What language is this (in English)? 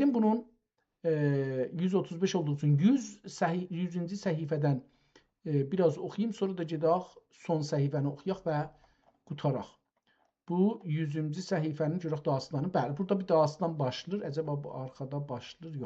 South Azerbaijani